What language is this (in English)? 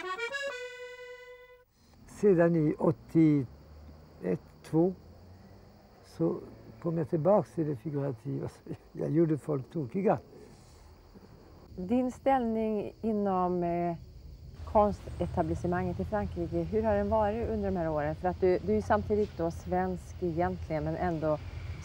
Swedish